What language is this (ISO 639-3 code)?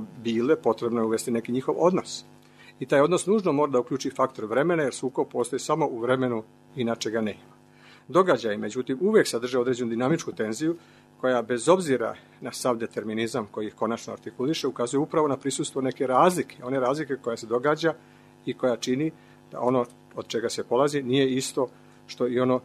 srp